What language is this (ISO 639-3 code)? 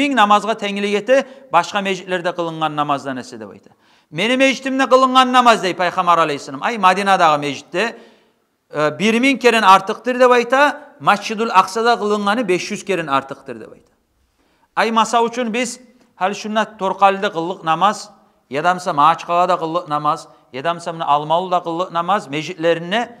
kum